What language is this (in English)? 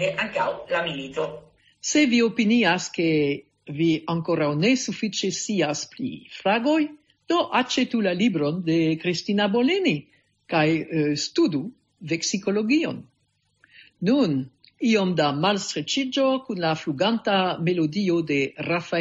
Esperanto